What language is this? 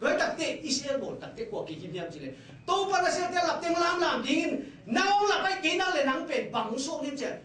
Tedim Chin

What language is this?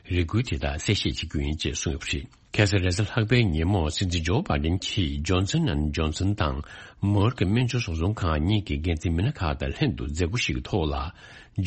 Tibetan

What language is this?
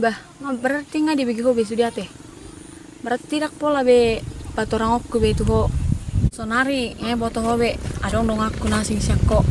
Batak Toba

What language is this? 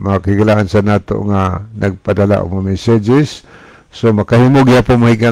Cebuano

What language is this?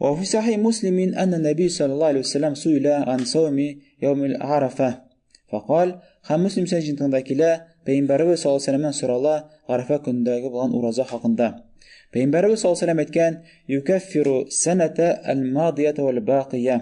Tatar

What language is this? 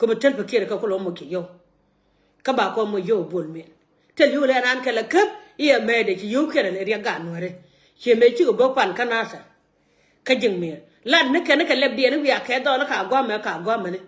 Nuer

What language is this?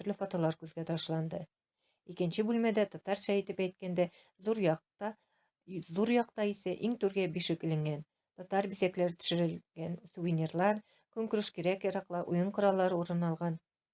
Tatar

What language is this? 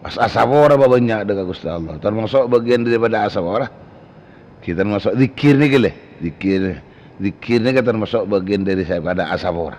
Madurese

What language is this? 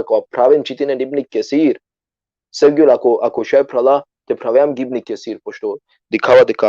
Balkan Romani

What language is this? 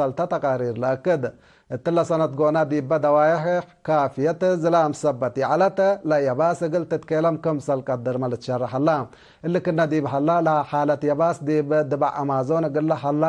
Tigre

